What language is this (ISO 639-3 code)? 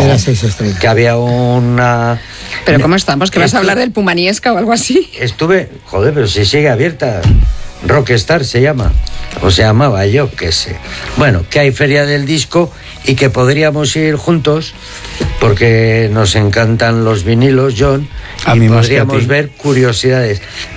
spa